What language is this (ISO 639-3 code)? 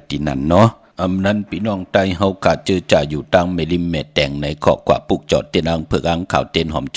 shn